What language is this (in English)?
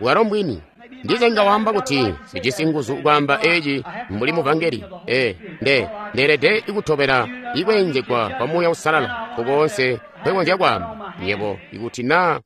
Tonga (Zambia)